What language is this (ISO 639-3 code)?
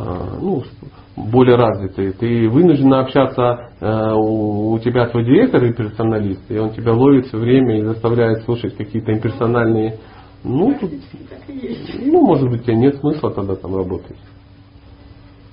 rus